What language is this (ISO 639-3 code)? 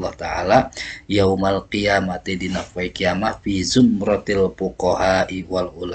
sun